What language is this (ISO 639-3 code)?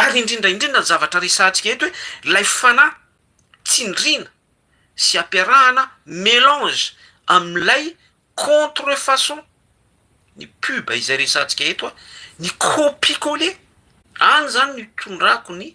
mlg